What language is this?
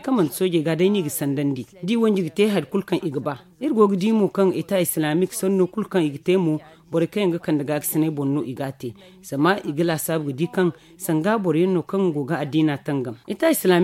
Zarma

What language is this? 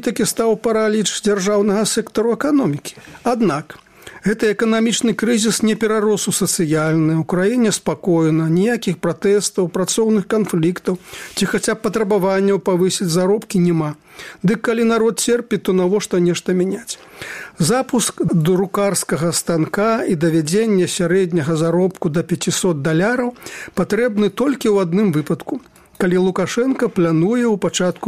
Belarusian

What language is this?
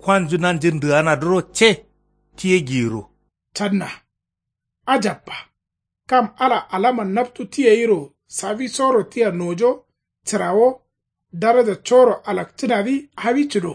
Kanuri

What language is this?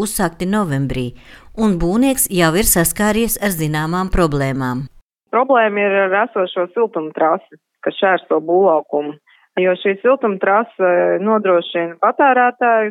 Latvian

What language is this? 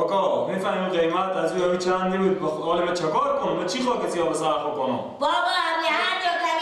Persian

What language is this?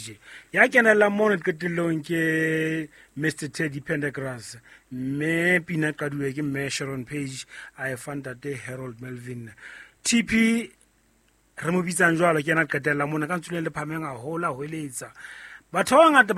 Southern Sotho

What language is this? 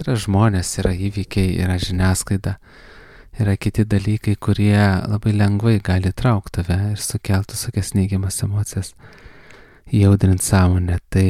Lithuanian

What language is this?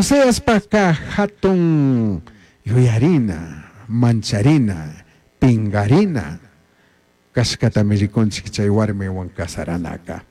Chimborazo Highland Quichua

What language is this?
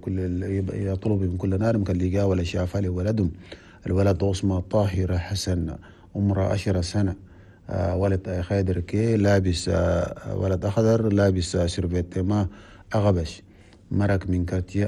Chadian Arabic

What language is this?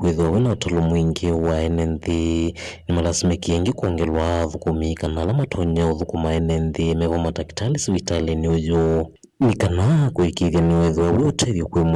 Kamba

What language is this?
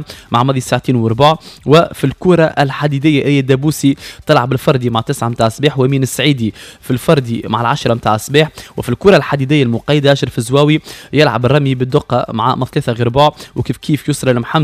Tunisian Arabic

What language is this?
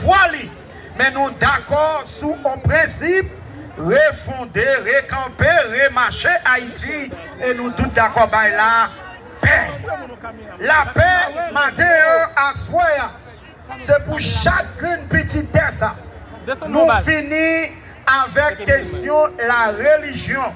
Haitian Creole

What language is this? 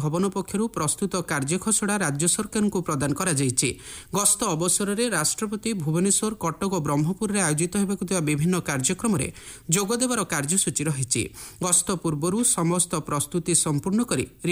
Odia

